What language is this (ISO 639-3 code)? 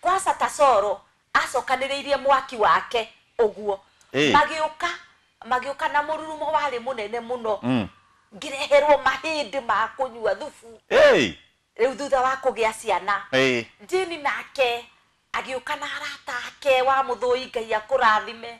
kik